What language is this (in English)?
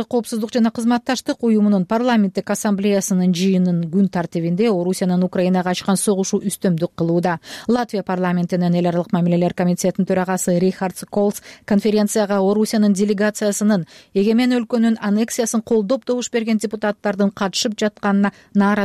Kyrgyz